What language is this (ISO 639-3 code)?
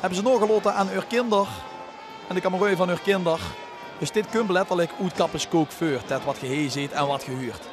lim